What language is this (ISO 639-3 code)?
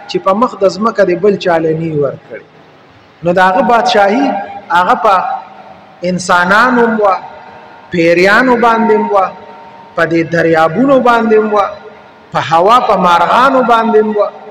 pus